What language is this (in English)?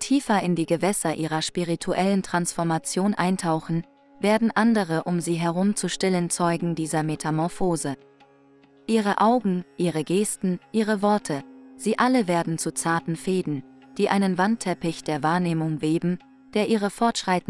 German